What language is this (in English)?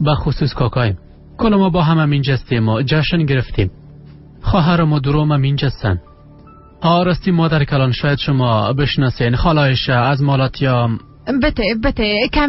Persian